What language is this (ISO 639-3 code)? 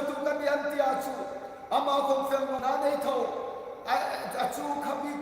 hmr